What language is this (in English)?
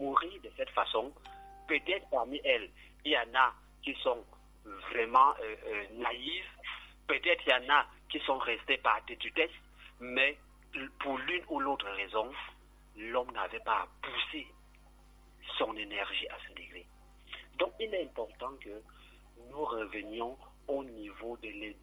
French